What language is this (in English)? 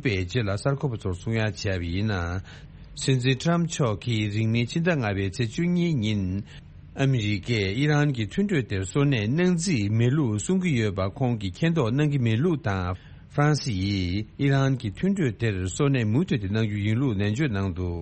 Tibetan